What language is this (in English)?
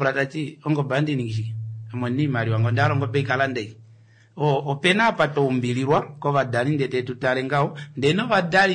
Kuanyama